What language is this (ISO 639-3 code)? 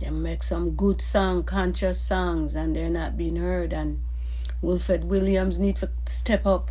jam